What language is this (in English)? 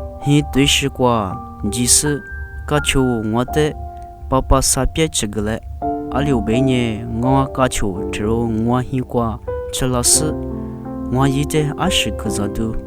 Lisu